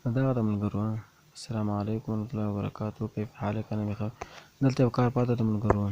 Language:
Pashto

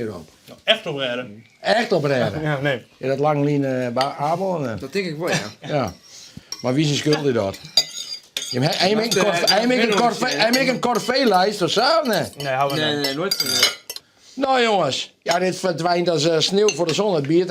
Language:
Western Frisian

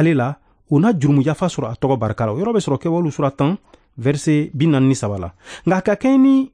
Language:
Bambara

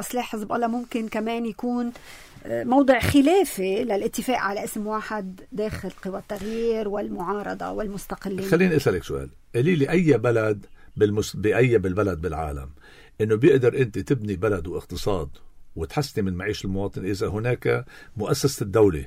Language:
North Levantine Arabic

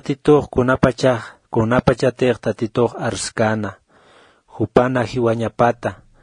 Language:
Aymara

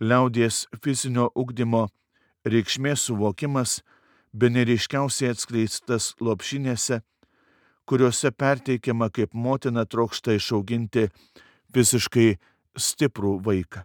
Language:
Lithuanian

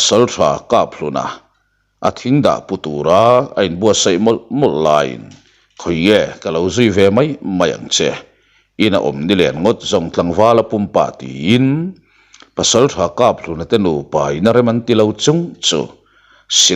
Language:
Mizo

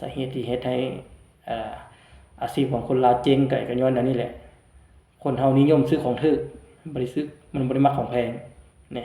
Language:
Lao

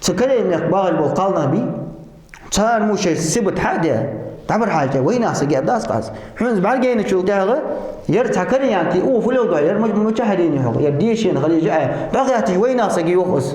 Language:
Ingush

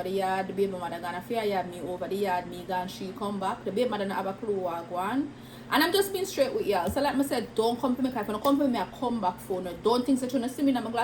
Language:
Jamaican Creole English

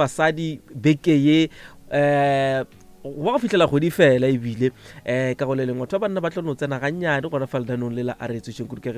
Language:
Northern Sotho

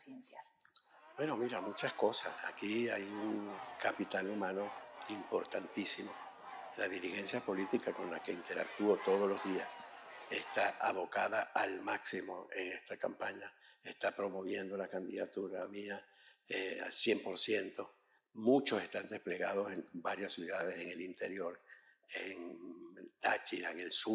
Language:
Spanish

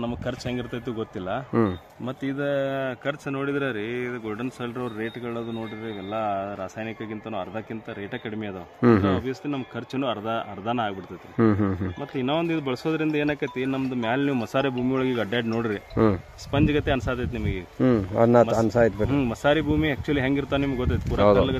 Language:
Kannada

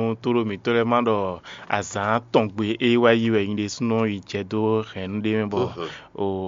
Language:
Fon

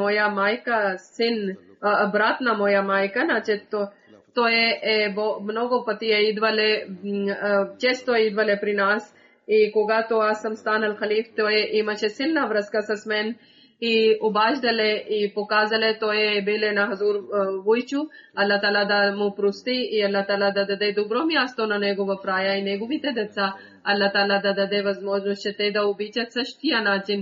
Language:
Bulgarian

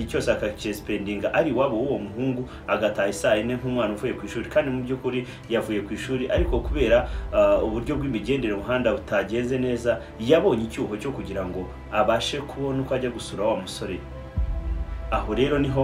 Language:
Kinyarwanda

